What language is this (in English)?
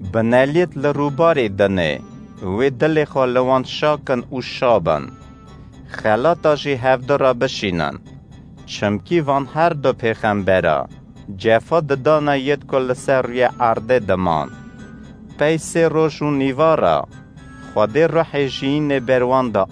Kurdish